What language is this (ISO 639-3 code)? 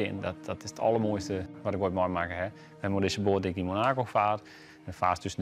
fry